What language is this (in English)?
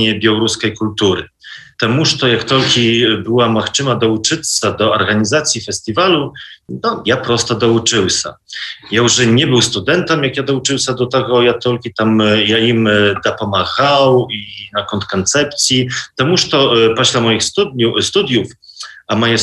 Belarusian